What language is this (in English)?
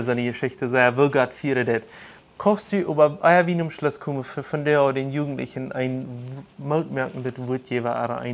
Plautdietsch